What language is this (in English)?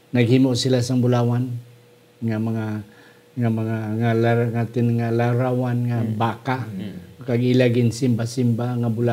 Hiligaynon